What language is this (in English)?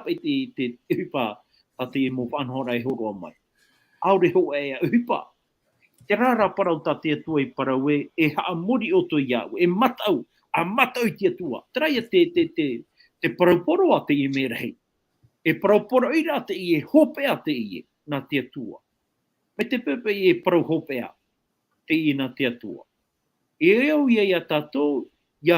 Tahitian